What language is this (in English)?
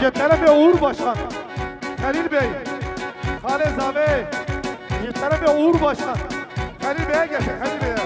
Kurdish